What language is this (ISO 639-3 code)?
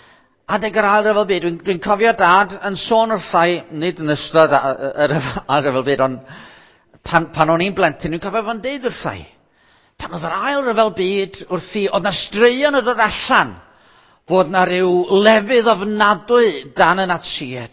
cym